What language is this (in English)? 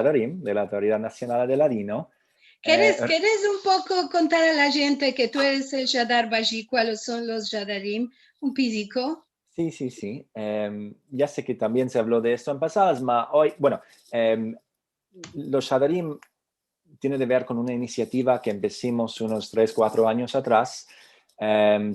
Ladino